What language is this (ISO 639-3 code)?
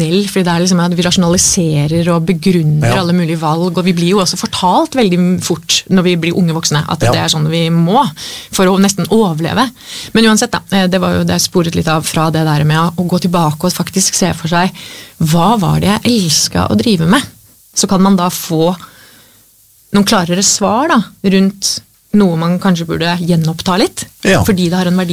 nor